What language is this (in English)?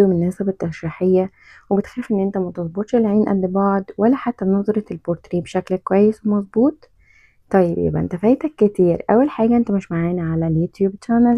Egyptian Arabic